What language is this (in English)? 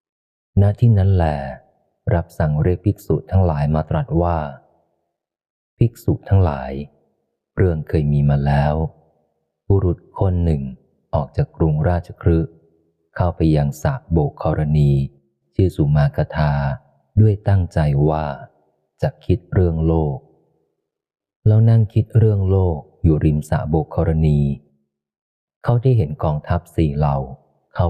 Thai